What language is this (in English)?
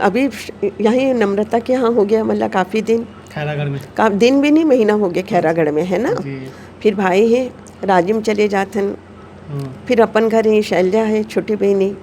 Chhattisgarhi